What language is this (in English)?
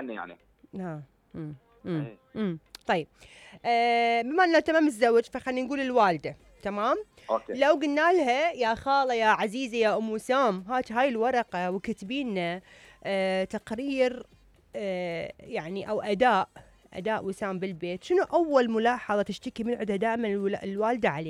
Mesopotamian Arabic